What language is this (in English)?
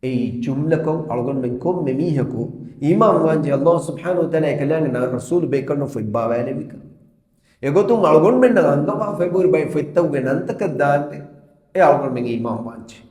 Divehi